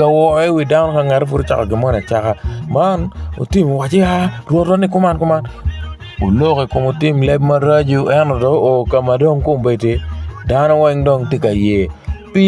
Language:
Acoli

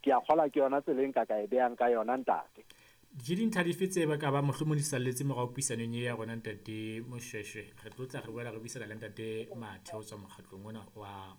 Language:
Southern Sotho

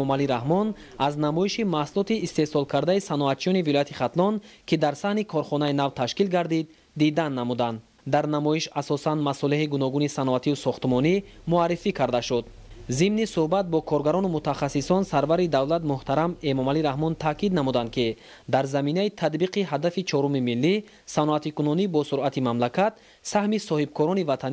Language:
Tajik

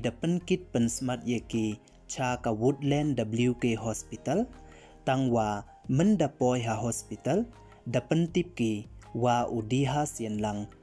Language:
Pnar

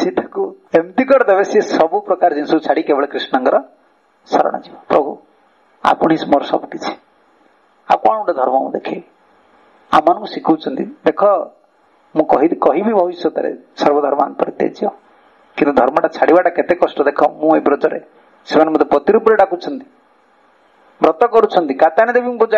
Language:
Odia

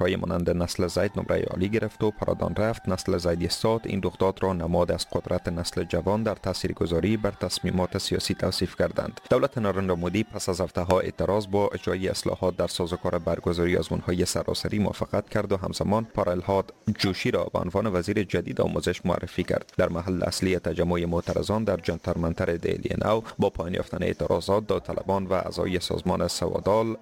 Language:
Persian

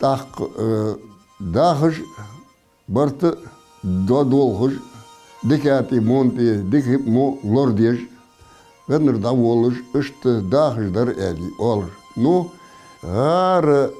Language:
Ingush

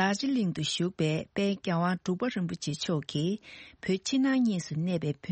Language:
Tibetan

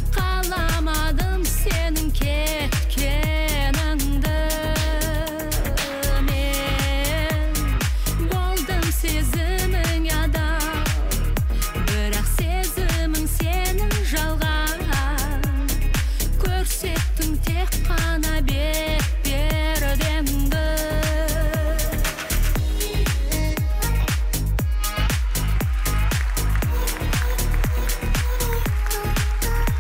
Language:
Kazakh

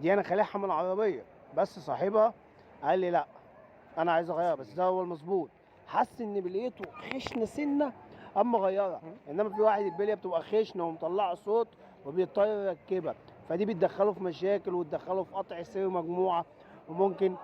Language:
Egyptian Arabic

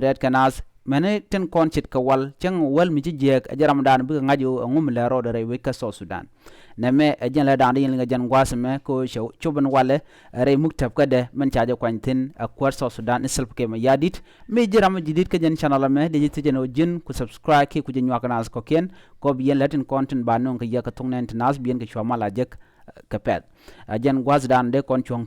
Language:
Nuer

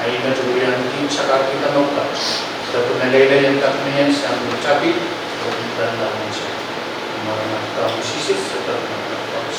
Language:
Pohnpeian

